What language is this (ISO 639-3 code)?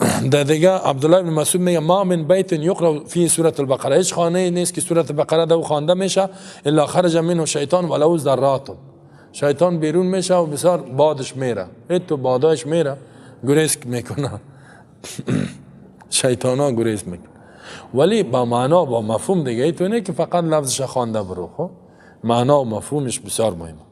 fas